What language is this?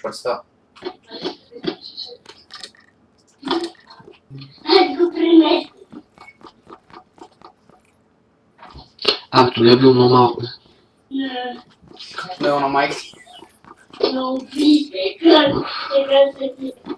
Bulgarian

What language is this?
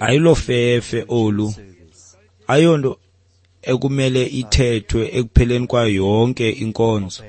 Xhosa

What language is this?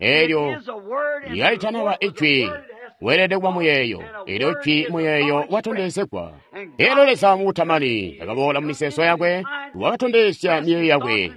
Tonga (Zambia)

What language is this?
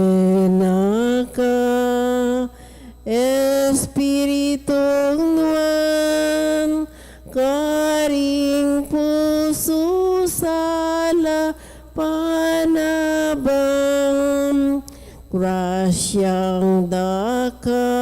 Pampanga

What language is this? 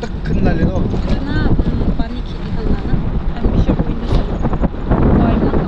Yimchungru Naga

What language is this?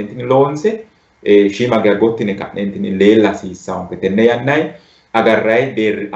Sidamo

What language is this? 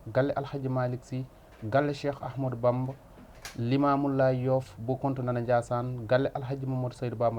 Fula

